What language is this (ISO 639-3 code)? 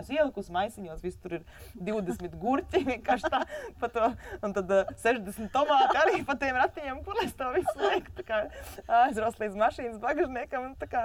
lav